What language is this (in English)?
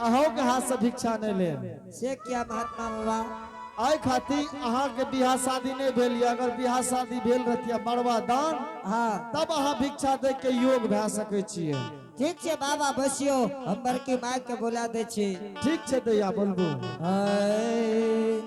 Angika